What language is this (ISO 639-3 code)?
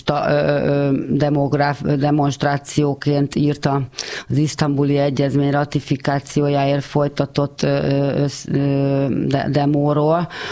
hun